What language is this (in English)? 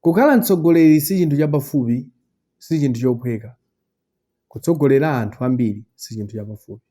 Nyanja